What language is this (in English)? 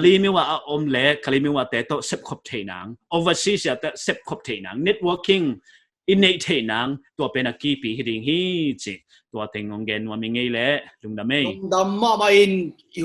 Paite Chin